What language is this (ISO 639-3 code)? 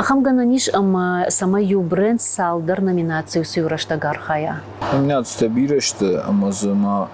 oss